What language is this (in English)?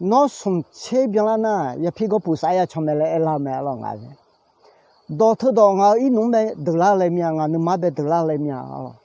Akha